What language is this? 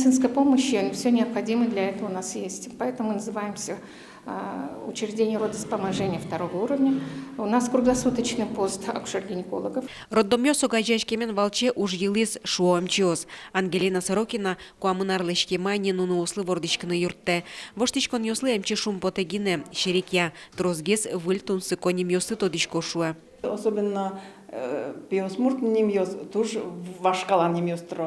Udmurt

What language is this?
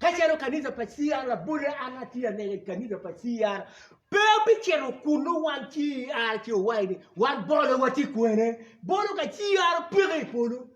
Acoli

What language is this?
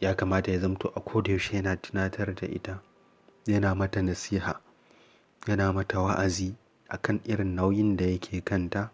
Hausa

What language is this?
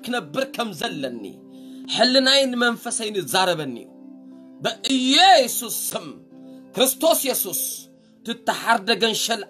Tigrinya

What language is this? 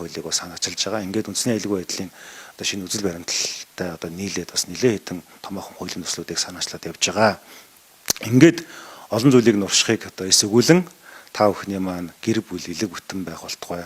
Mongolian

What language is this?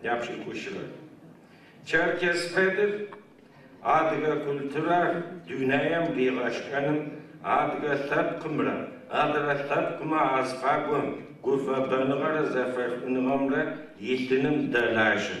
Adyghe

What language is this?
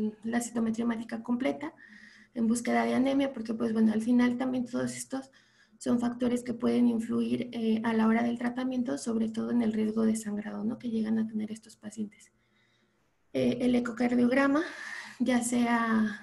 Spanish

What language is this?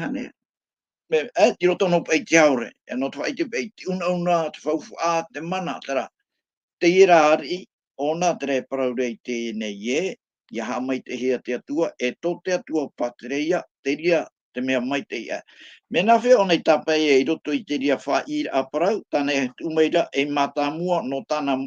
Tahitian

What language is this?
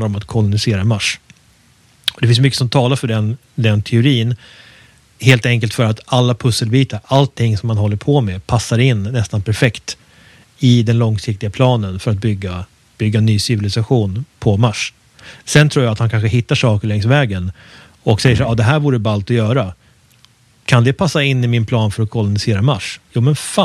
Swedish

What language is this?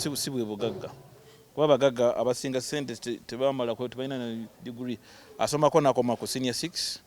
Ganda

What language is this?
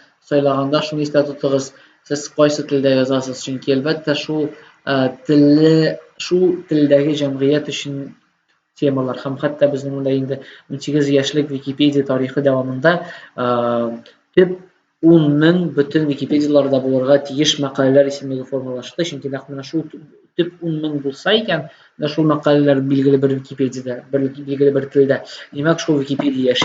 Tatar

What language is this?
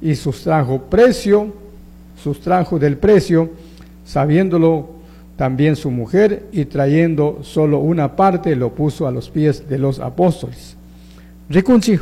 Chimborazo Highland Quichua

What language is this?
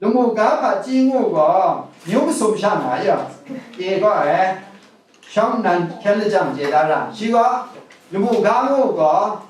Kachin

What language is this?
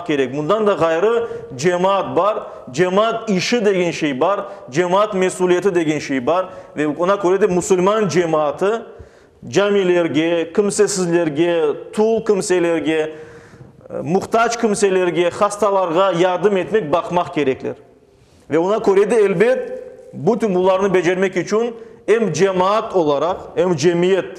Crimean Tatar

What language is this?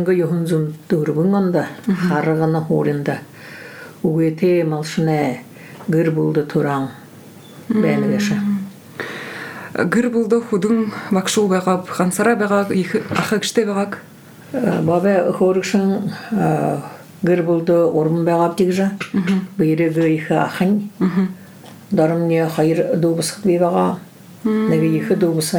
Buriat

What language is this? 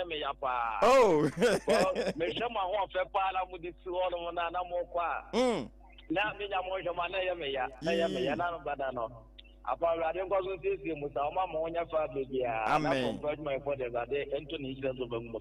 Akan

